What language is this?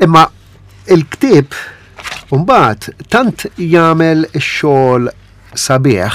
Maltese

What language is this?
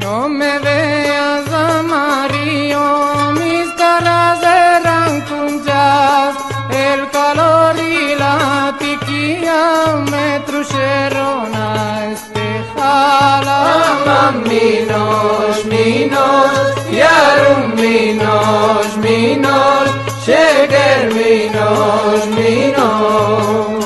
Ladino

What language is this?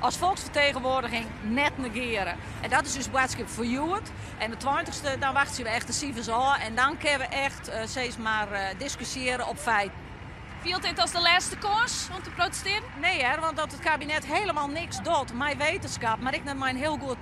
Western Frisian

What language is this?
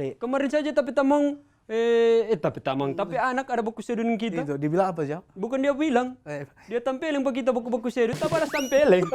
Manado Malay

